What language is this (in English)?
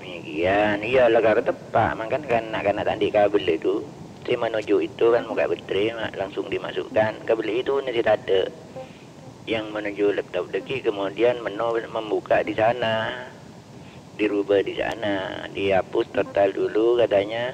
Madurese